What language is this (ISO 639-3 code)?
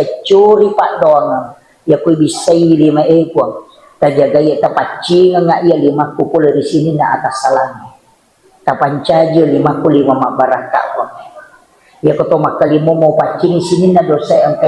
bug